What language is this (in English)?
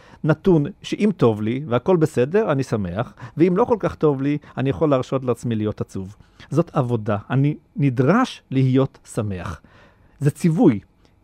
Hebrew